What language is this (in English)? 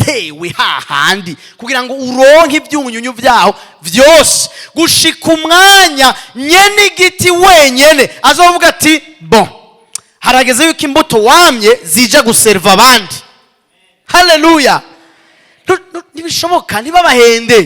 Rundi